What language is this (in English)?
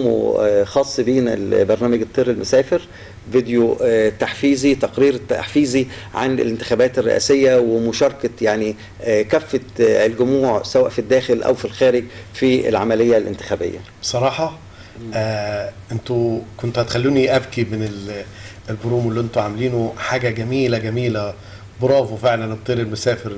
Egyptian Arabic